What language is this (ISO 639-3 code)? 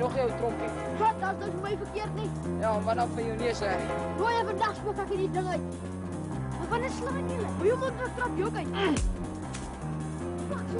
afr